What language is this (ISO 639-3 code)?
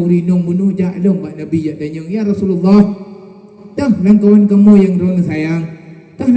ace